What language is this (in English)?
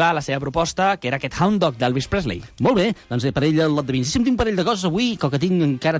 Catalan